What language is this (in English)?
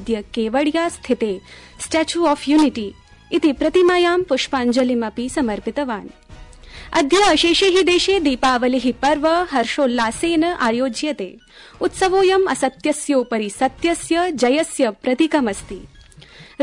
Sanskrit